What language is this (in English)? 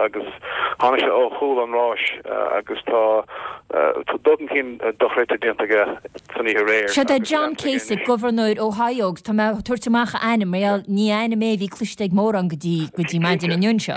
Irish